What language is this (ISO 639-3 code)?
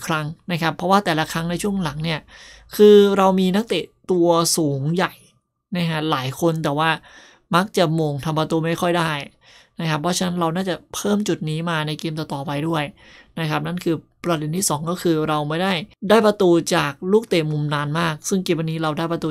tha